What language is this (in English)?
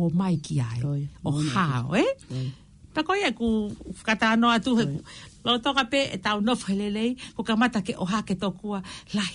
Tongan